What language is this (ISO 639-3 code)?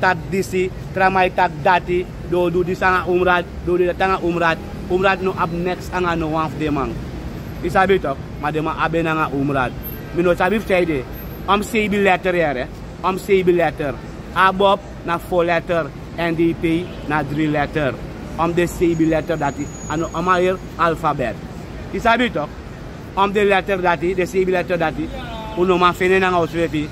srn